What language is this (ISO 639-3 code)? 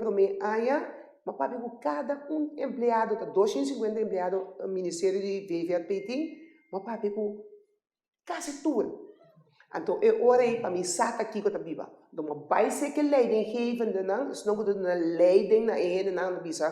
pap